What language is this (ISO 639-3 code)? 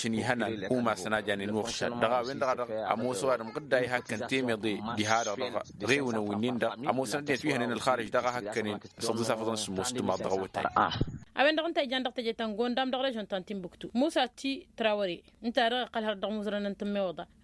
taq